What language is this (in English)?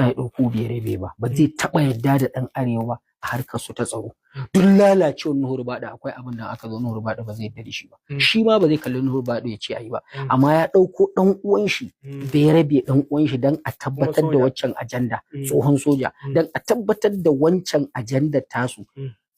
Hausa